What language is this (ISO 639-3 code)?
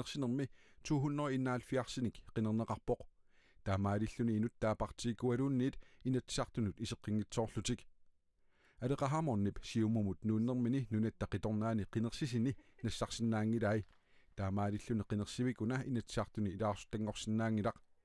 kal